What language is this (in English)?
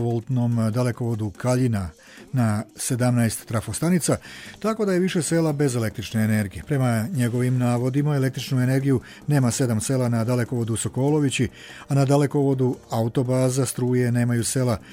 Bosnian